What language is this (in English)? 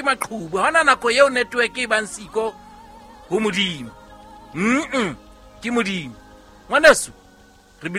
Southern Sotho